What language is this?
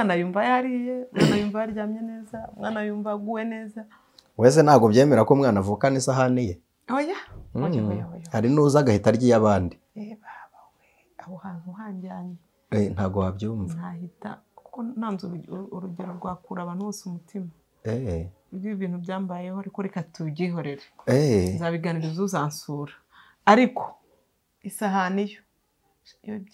Kinyarwanda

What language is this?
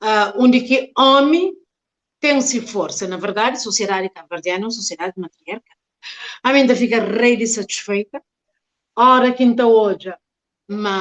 Kabuverdianu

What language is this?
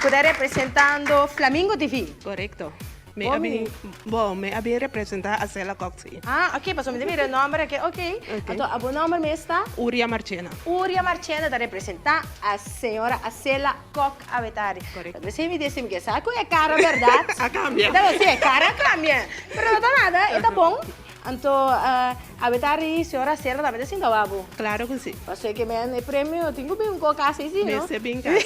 Papiamento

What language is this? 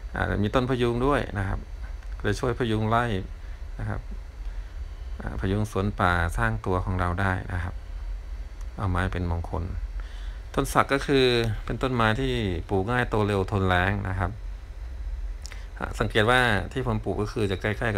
Thai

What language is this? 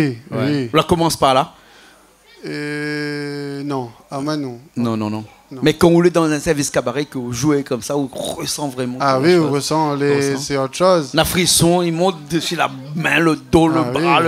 Réunion Creole French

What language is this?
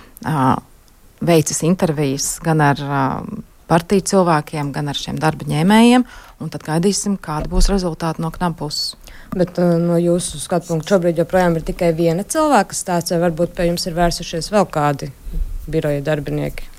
Latvian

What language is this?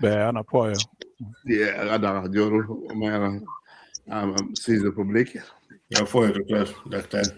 Acoli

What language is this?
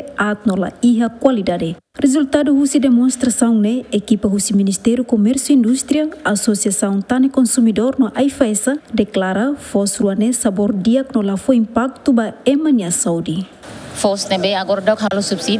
Tetum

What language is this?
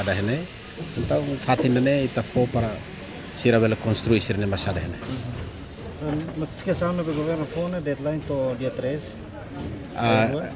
Tetum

